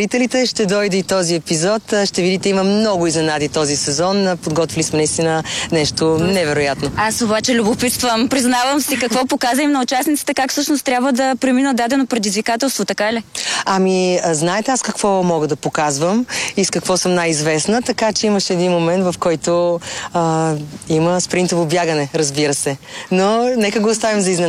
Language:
Bulgarian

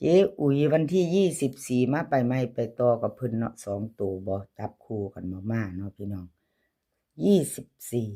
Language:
Northeastern Thai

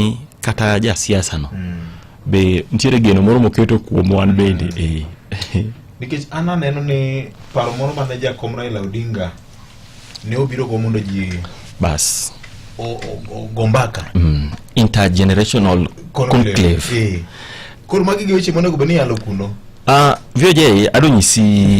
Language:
Luo (Kenya and Tanzania)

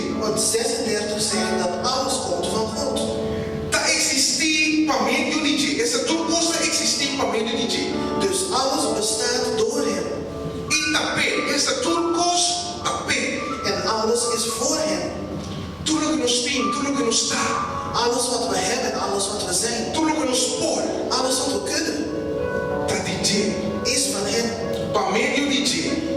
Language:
Papiamento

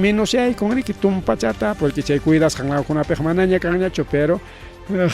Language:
Ayacucho Quechua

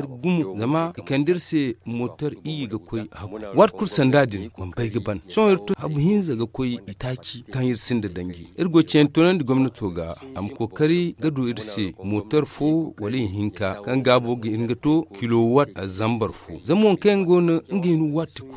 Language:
Zarma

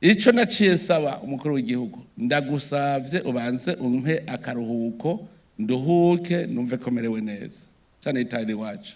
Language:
Rundi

